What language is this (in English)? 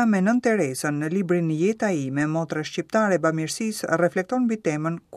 Albanian